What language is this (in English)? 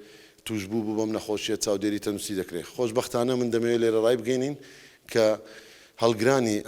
Central Kurdish